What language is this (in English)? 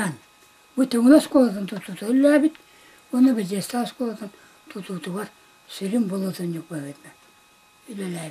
Yakut